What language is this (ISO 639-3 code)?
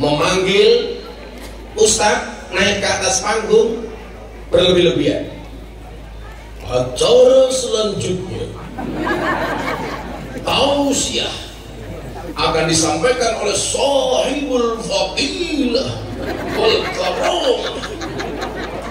ind